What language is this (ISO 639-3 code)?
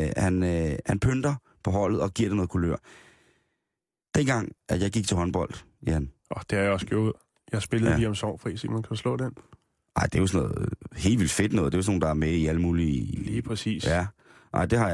dan